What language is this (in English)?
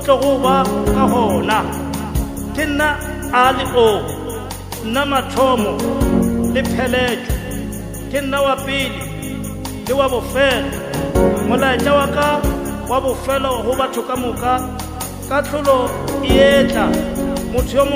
Northern Sotho